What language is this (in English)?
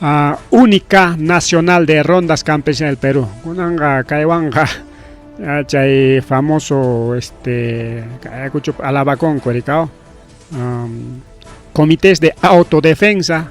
Ayacucho Quechua